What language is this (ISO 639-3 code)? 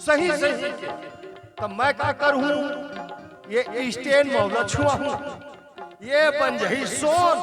hne